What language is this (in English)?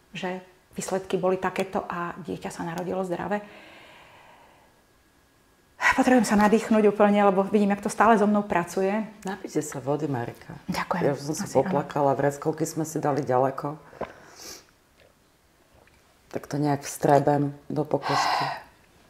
Slovak